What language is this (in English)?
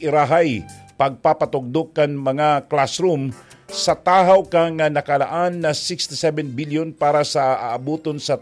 Bikol